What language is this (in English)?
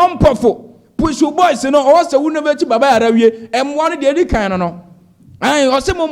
Akan